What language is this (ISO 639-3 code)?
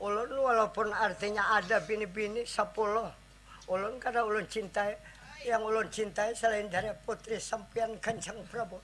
bjn